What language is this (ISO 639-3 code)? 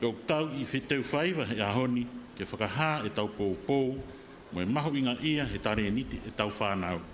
ton